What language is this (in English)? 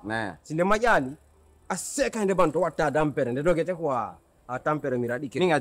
Pular